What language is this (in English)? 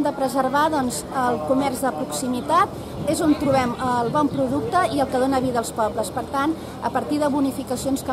Catalan